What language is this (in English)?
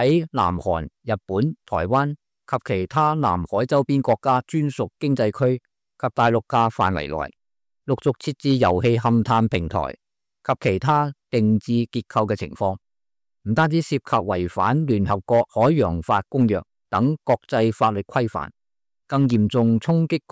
Cantonese